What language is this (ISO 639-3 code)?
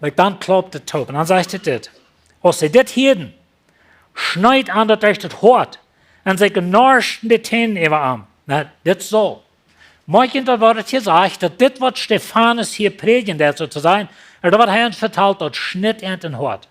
pdt